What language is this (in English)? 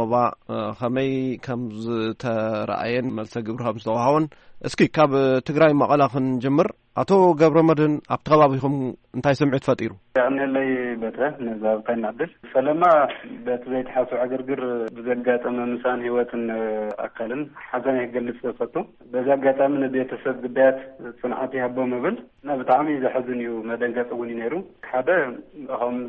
Tigrinya